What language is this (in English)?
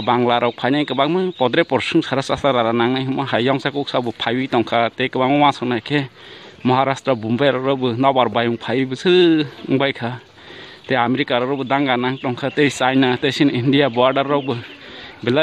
Kok Borok